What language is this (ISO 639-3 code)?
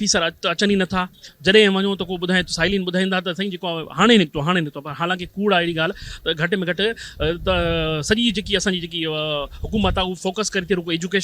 snd